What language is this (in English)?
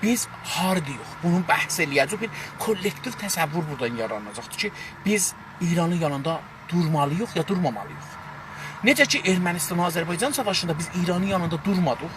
South Azerbaijani